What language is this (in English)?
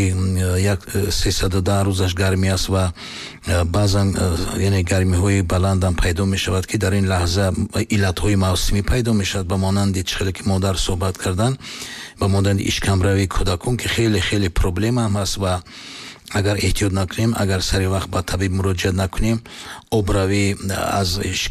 Tajik